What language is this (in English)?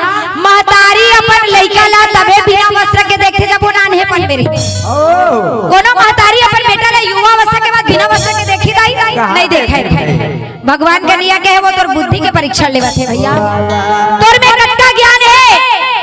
Chhattisgarhi